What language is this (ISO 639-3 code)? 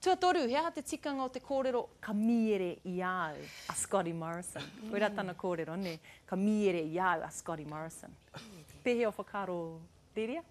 mri